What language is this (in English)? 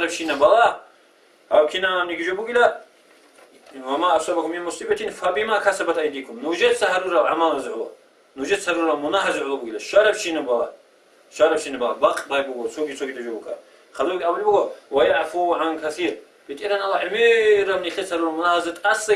Avaric